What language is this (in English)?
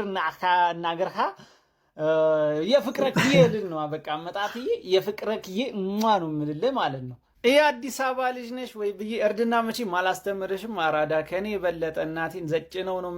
Amharic